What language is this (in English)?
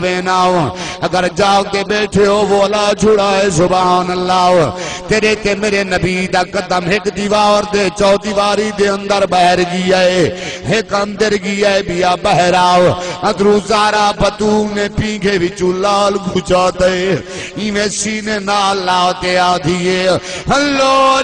Saraiki